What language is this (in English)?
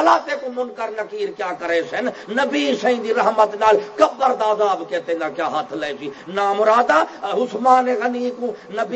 Saraiki